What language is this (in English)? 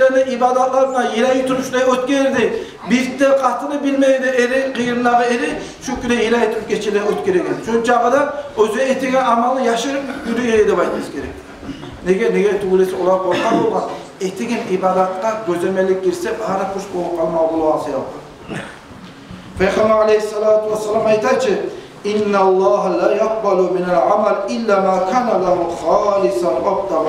Kumyk